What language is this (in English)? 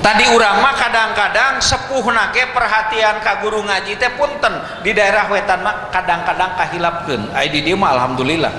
Sundanese